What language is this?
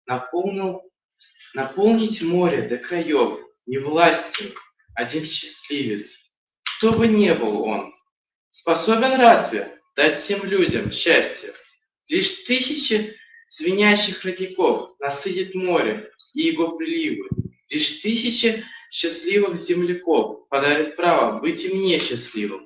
Bashkir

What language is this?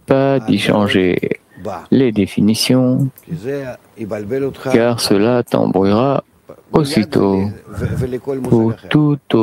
French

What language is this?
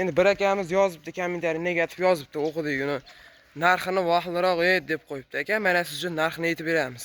Uzbek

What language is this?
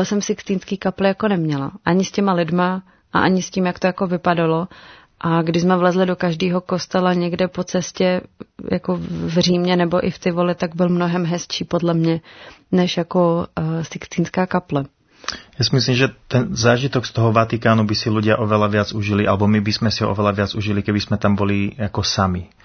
Czech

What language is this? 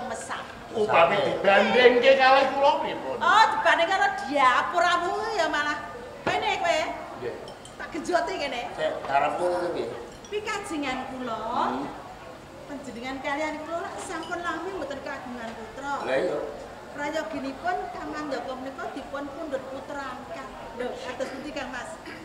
Javanese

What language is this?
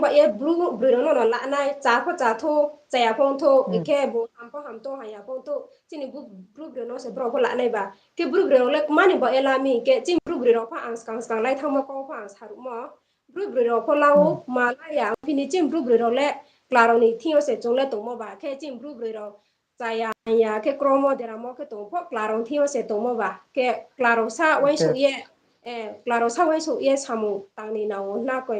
Riang (India)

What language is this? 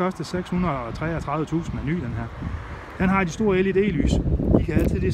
Danish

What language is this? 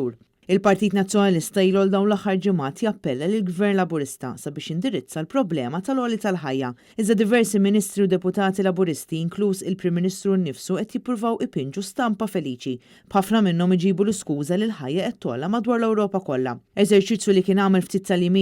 Maltese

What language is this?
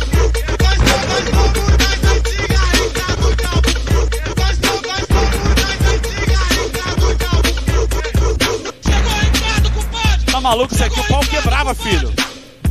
Portuguese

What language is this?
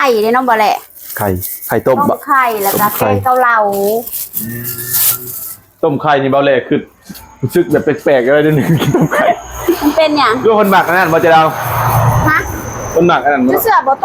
Lao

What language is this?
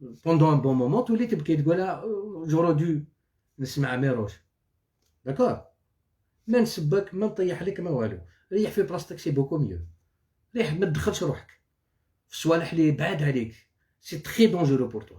Algerian Arabic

